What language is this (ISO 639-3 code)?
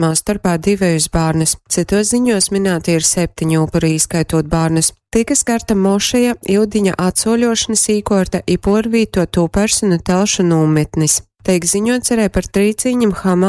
ltg